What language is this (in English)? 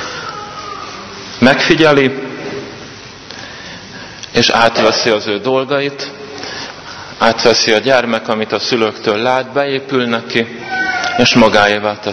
Hungarian